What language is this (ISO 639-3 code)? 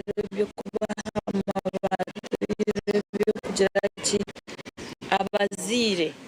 nyn